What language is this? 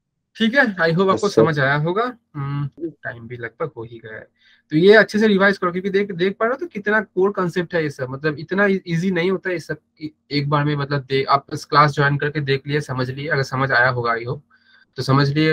Hindi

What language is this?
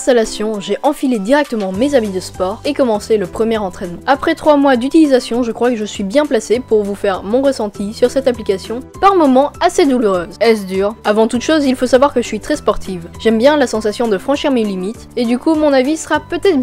French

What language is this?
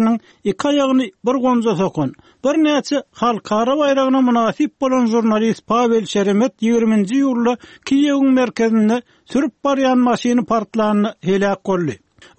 Turkmen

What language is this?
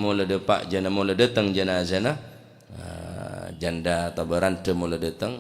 Madurese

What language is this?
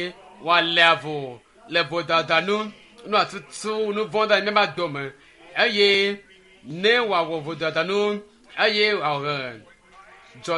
Ewe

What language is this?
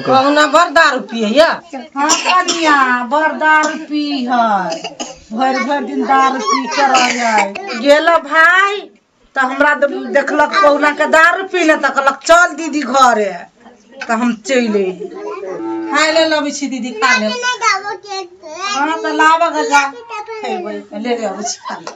Maithili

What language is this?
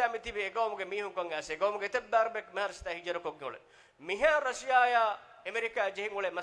Divehi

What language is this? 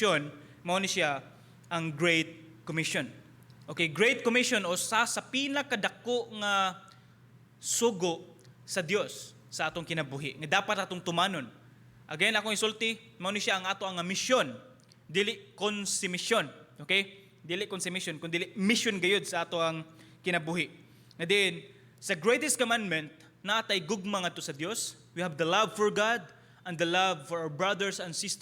Cebuano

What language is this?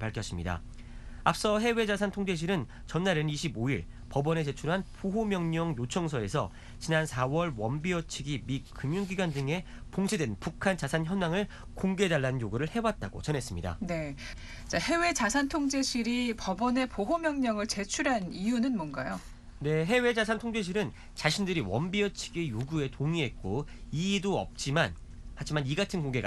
Korean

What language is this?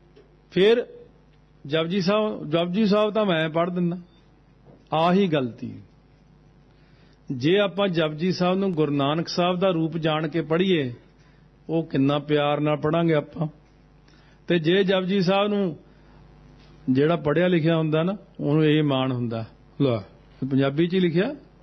Punjabi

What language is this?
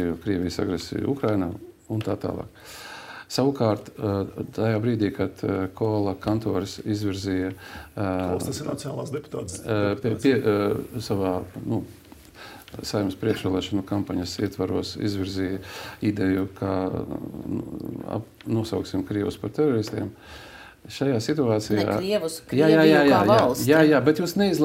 Latvian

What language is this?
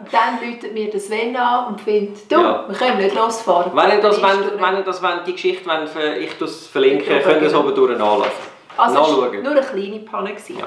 Swiss German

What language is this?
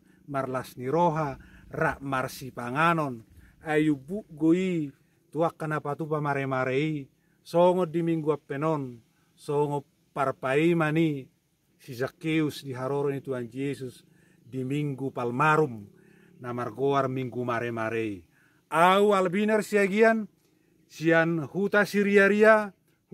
Batak Toba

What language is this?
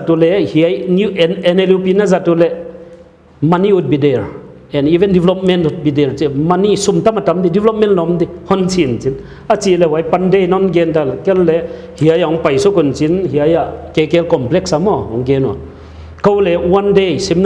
Paite Chin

